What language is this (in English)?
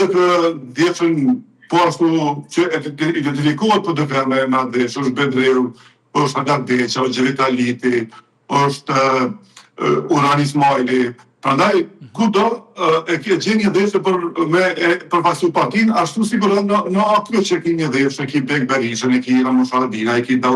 Albanian